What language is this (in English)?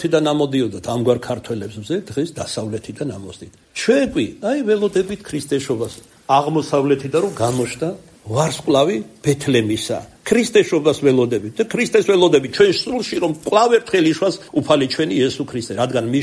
Georgian